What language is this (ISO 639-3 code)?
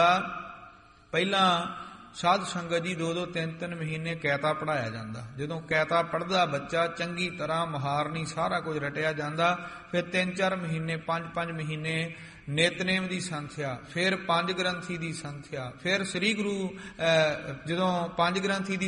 pan